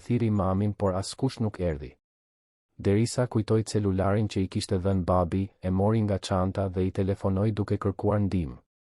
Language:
Albanian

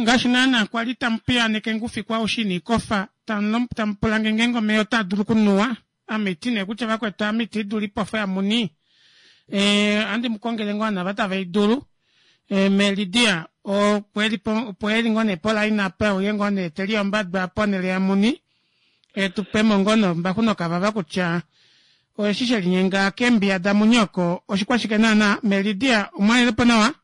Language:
Kuanyama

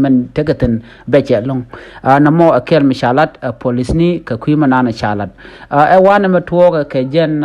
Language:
Nuer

